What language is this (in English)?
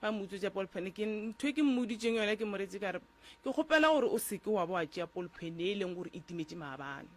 Northern Sotho